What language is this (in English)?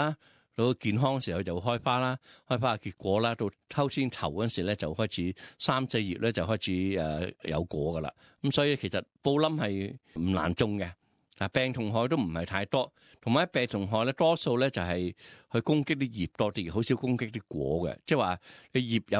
Cantonese